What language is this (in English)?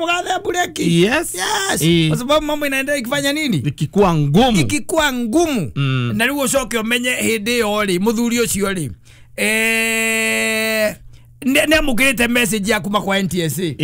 Kikuyu